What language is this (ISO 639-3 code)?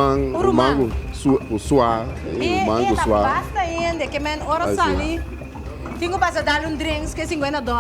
pap